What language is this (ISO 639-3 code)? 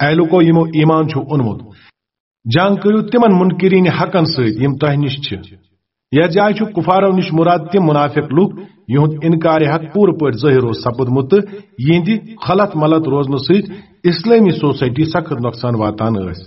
kas